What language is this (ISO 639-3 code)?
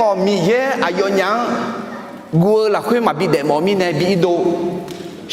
ahk